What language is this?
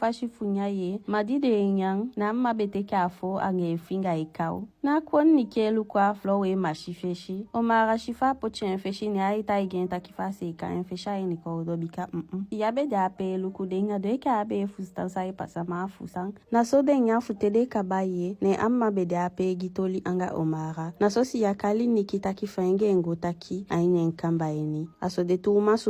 Eastern Maroon Creole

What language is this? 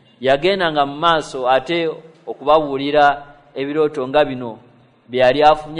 Ganda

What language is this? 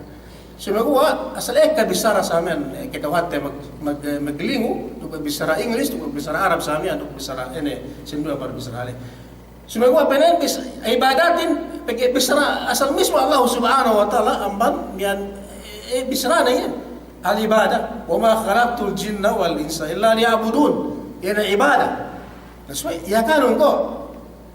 Yakan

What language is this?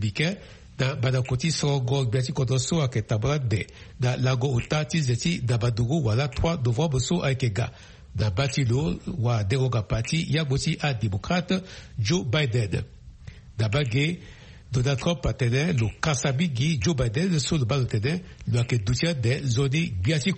Sango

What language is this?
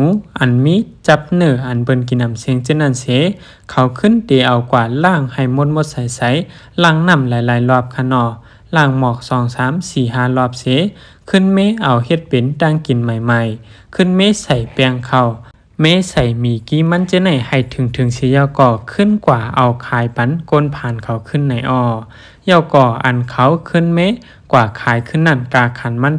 Shan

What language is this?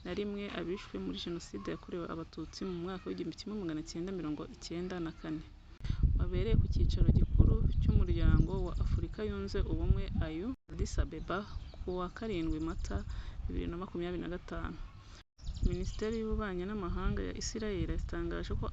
Kinyarwanda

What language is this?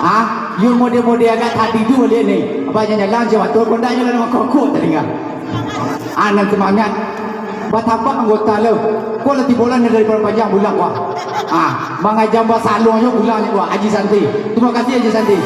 Minangkabau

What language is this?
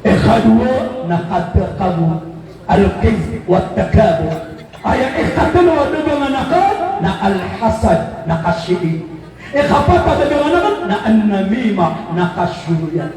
Maranao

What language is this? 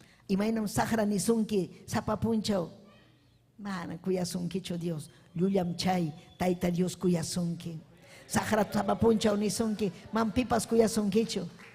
Ayacucho Quechua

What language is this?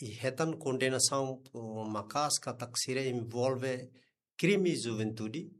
Tetum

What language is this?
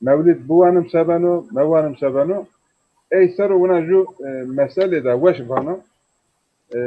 Zaza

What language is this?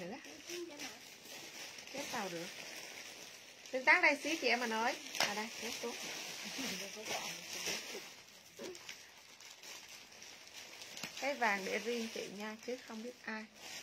Vietnamese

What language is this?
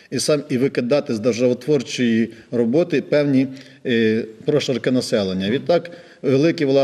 Ukrainian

